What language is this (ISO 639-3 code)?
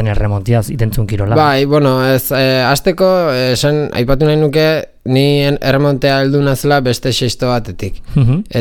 eus